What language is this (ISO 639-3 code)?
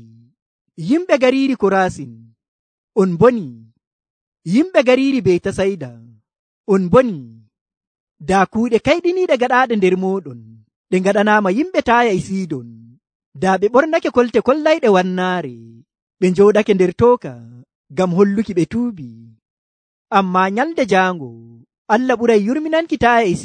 fuv